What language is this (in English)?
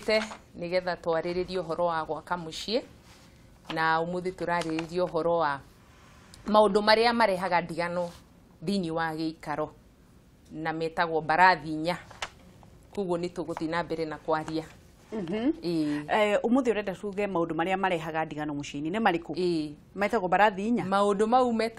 Kikuyu